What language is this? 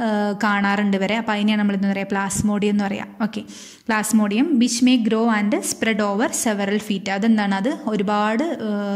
Malayalam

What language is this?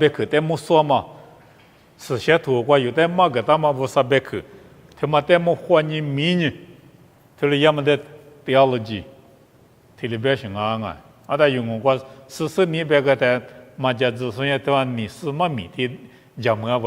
Lisu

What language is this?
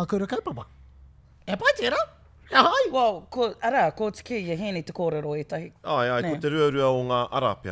Māori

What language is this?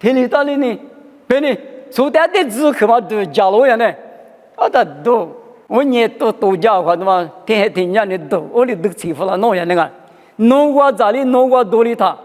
Lisu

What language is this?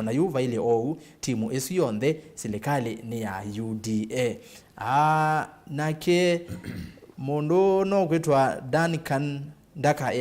Kamba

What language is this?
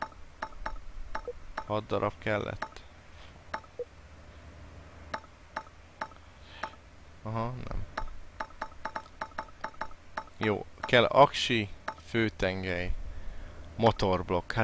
Hungarian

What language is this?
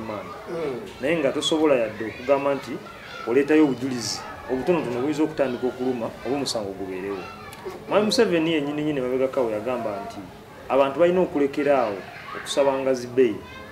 Ganda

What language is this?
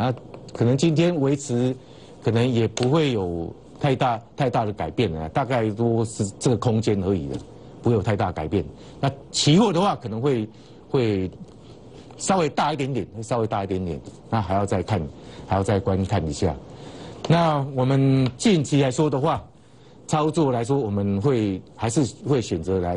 Chinese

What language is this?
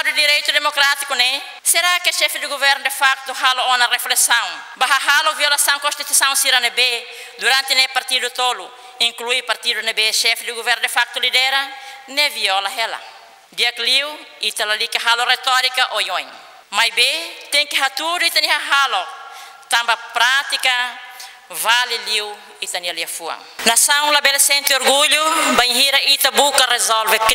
Tetum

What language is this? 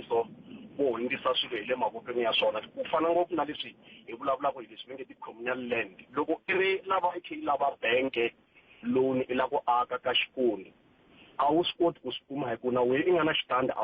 Tsonga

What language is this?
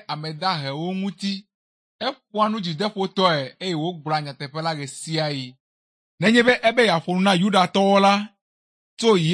Ewe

